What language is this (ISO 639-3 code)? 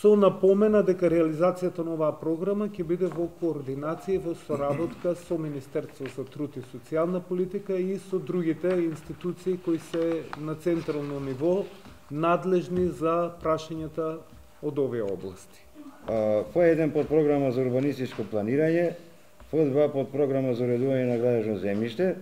mkd